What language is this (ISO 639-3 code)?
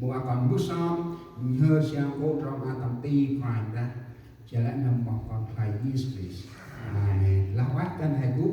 cmo